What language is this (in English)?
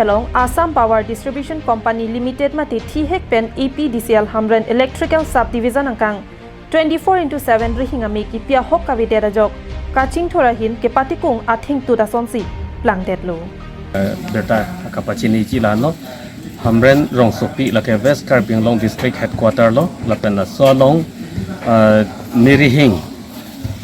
Karbi